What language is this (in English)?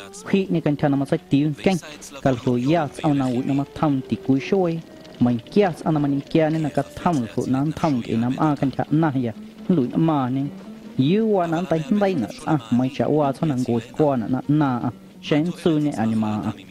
Guerrero Amuzgo